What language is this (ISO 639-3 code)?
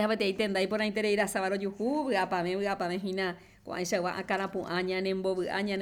grn